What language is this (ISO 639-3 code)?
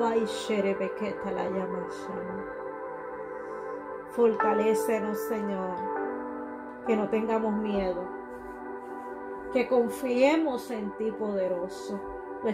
spa